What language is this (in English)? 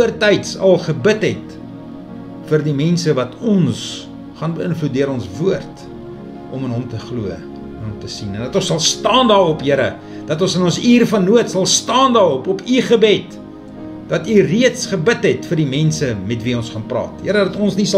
Afrikaans